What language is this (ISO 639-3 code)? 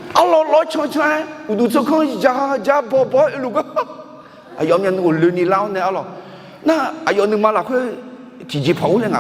ahk